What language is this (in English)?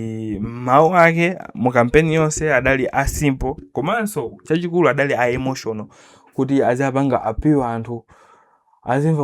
Nyanja